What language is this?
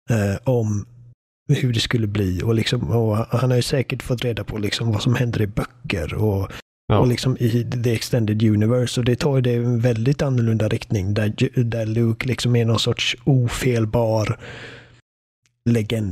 Swedish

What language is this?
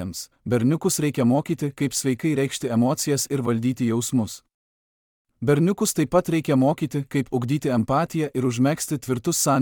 Lithuanian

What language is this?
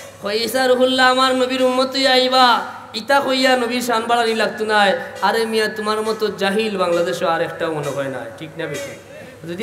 Sylheti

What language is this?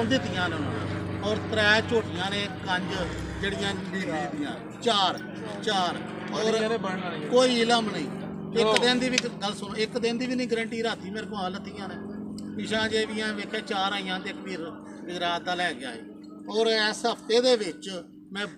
Punjabi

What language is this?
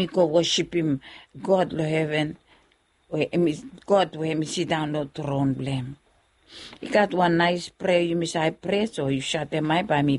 Bislama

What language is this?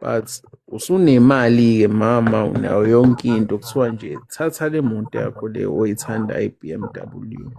Zulu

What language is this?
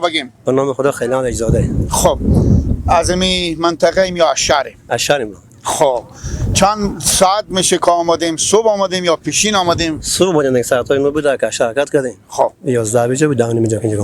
Persian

